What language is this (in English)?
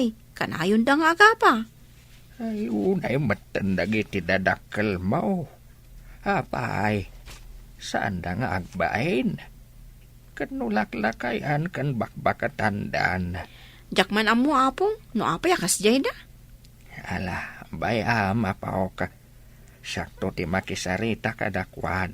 Iloko